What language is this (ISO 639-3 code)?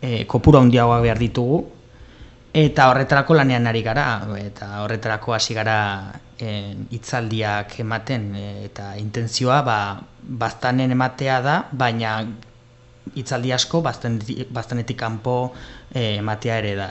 eus